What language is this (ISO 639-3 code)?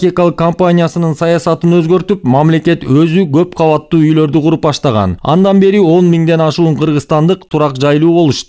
kir